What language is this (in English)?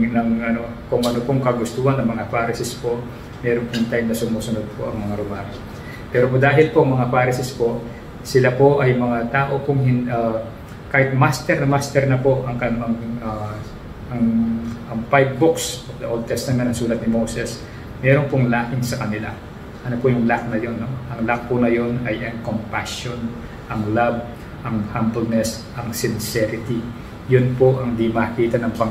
Filipino